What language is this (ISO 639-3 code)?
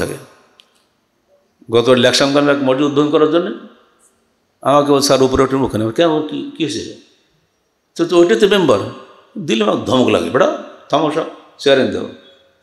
ben